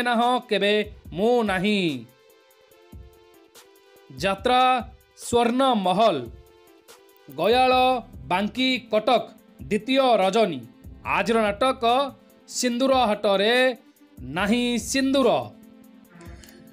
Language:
Odia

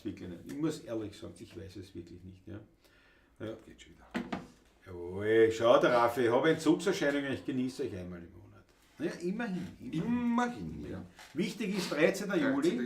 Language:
Bavarian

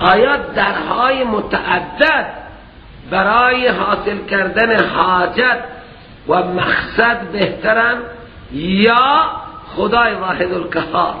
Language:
Persian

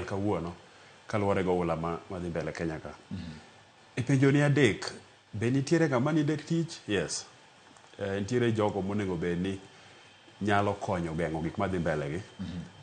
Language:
Luo (Kenya and Tanzania)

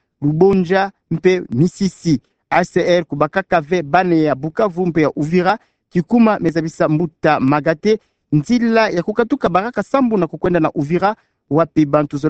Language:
Kituba (Democratic Republic of Congo)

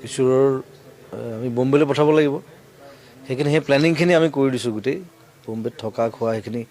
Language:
Assamese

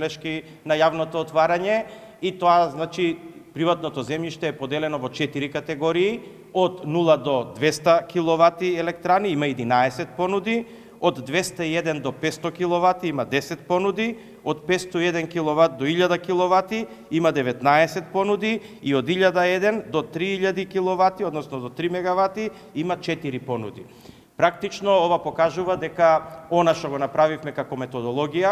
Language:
Macedonian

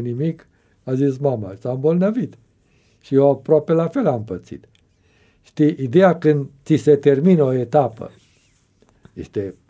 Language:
Romanian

